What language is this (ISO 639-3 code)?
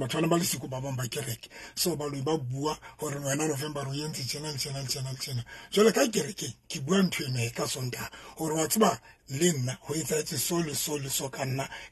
sot